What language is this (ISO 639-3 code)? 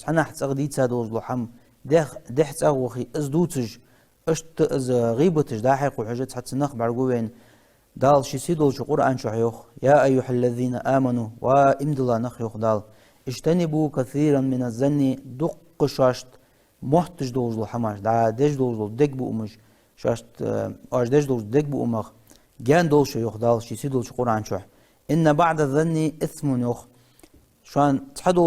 inh